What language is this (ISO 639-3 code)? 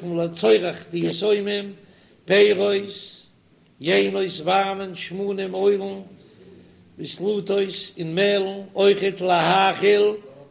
yid